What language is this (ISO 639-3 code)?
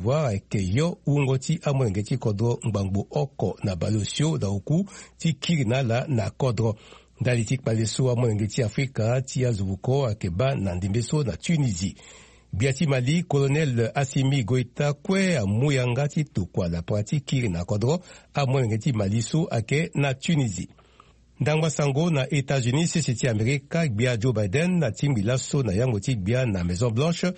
sag